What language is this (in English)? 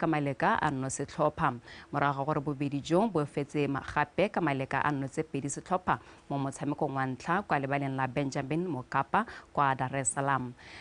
Tswana